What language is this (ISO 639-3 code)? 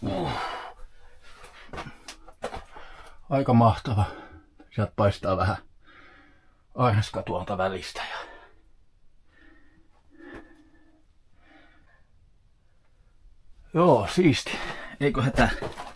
fin